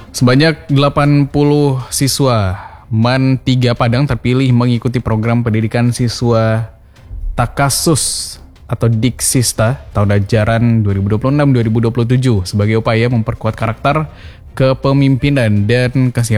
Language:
Indonesian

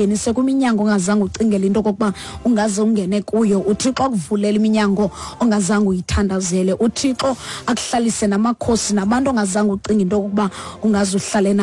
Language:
Xhosa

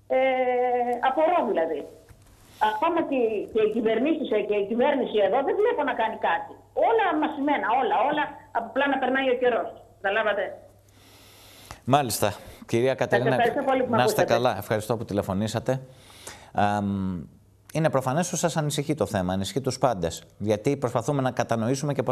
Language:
Greek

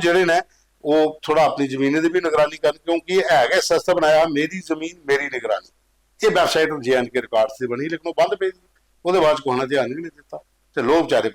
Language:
Dogri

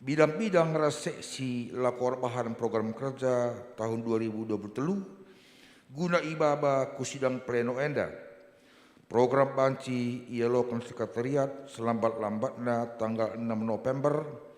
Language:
Batak Karo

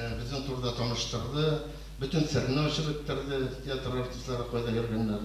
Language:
Tatar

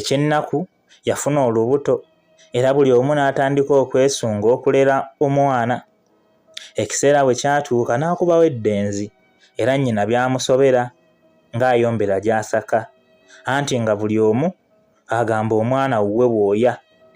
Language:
Ganda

